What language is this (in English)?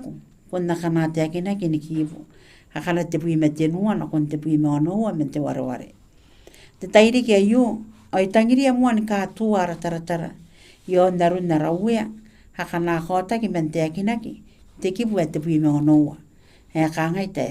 Gilbertese